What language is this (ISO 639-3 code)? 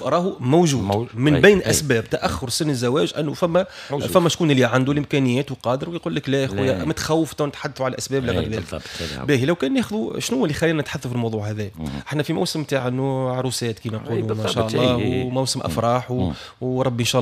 aeb